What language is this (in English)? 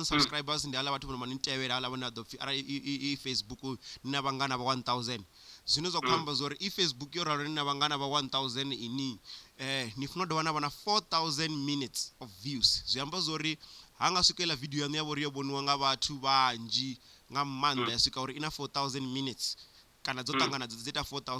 Venda